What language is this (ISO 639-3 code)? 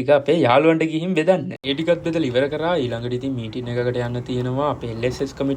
sin